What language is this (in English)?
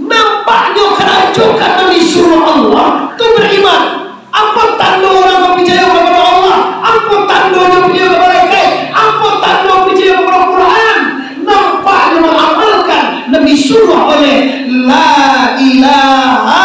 Minangkabau